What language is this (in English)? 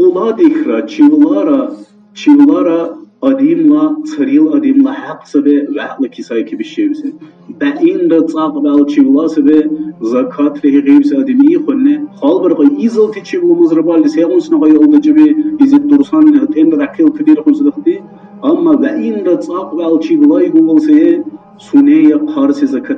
Dargwa